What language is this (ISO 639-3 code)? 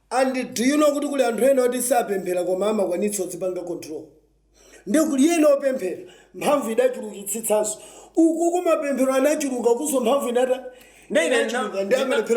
nya